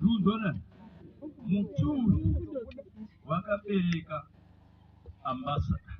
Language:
Shona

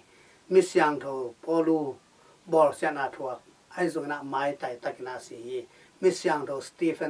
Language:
Tedim Chin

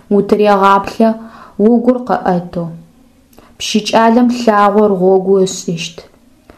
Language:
Adyghe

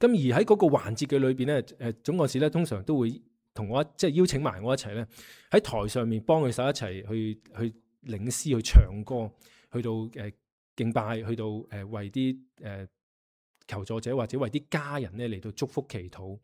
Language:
Cantonese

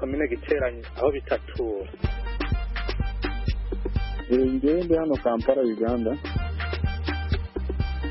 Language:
Kinyarwanda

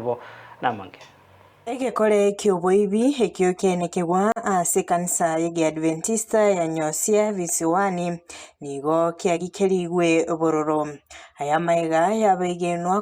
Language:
Gusii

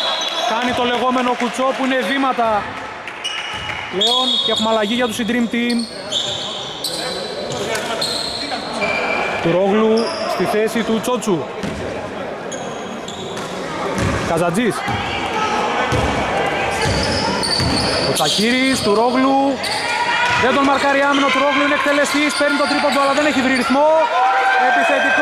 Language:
Greek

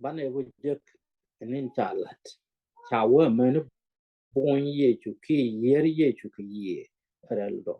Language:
Nuer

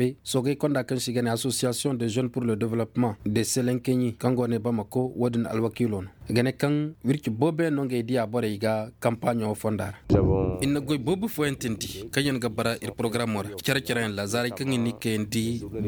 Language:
Koyraboro Senni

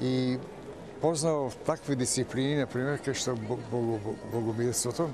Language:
Macedonian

